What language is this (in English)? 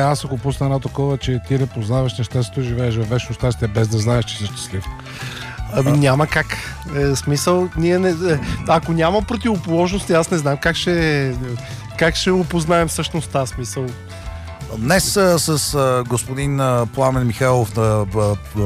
Bulgarian